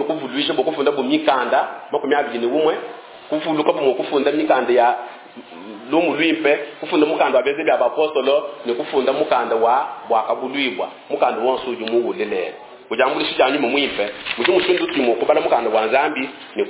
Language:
Luba-Lulua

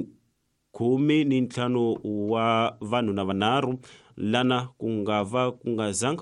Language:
Tsonga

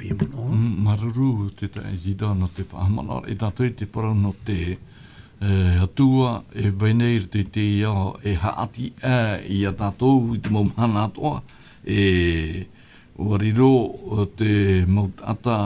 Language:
Tahitian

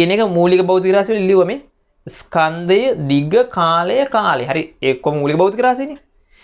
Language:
Sinhala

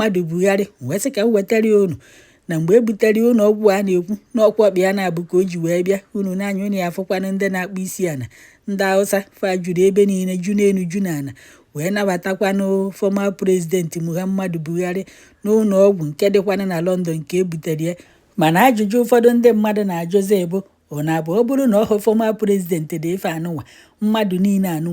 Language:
Igbo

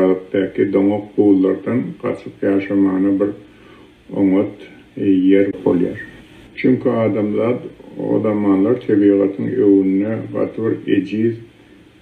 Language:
Turkmen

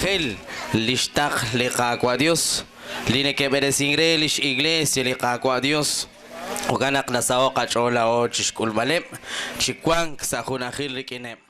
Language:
Kekchí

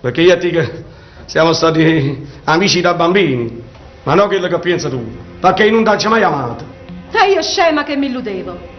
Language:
Neapolitan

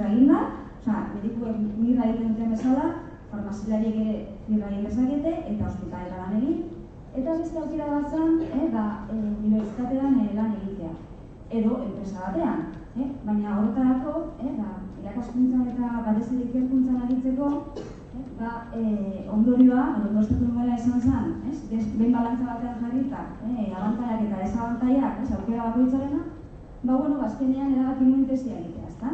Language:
Basque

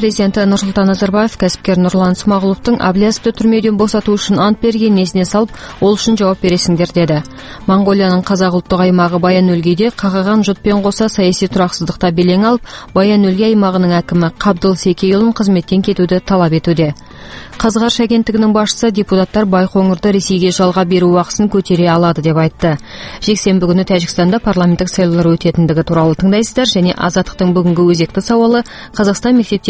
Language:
Kazakh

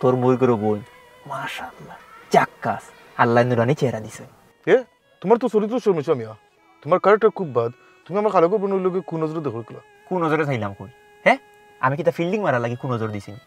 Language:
Sylheti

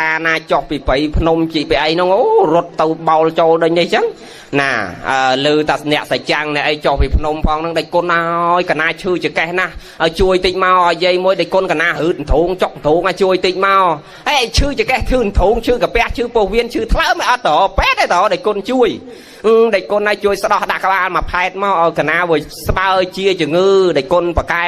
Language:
Khmer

